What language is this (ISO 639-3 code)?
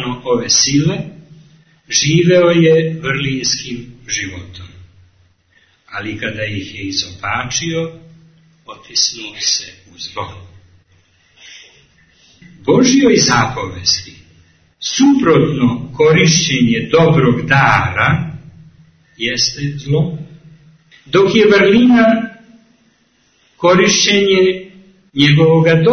srp